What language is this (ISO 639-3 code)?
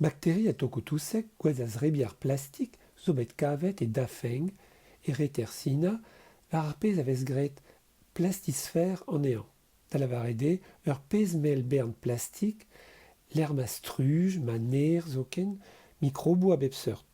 bre